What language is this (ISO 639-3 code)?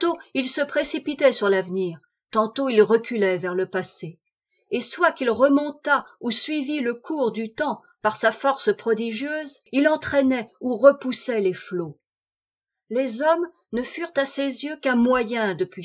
fra